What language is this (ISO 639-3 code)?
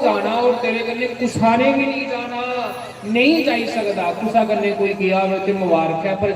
doi